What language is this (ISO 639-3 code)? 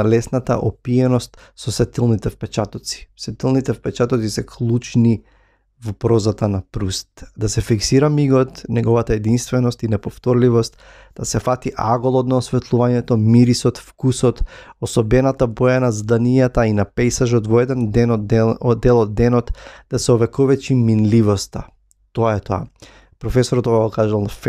mkd